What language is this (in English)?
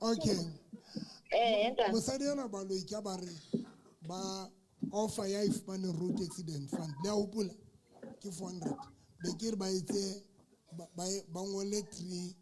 Southern Sotho